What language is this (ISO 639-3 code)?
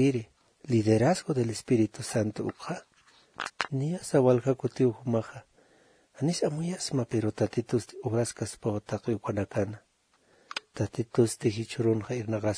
aym